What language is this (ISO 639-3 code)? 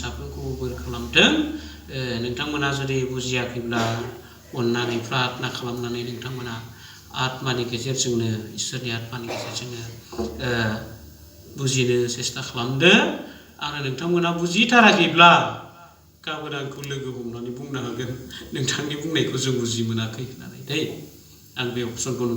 brx